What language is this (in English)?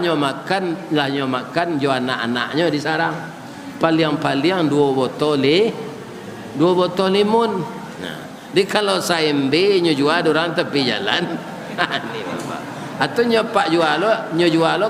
Minangkabau